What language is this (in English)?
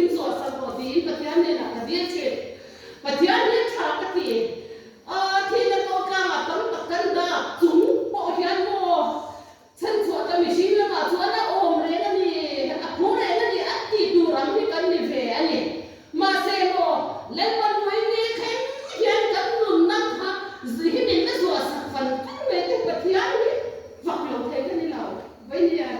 Mizo